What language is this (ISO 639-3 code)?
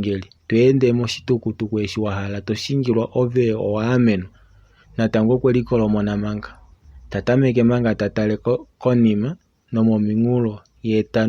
kua